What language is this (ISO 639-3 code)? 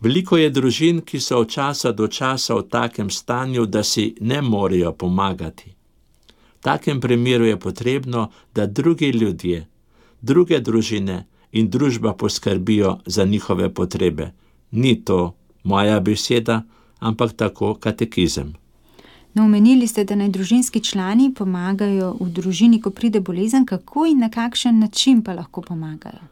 slv